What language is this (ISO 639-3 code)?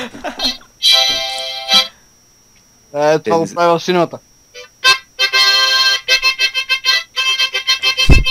bul